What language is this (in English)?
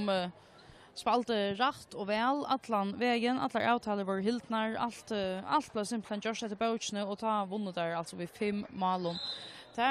Faroese